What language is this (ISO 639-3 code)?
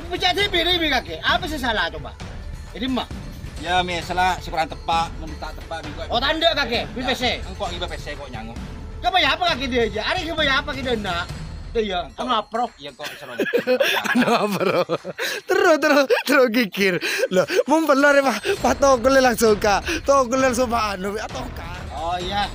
mad